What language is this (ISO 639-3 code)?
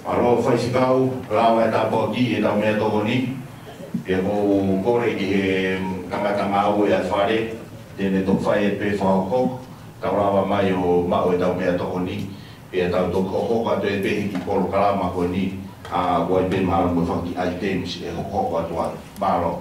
ton